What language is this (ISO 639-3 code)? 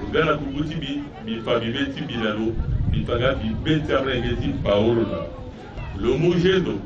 sag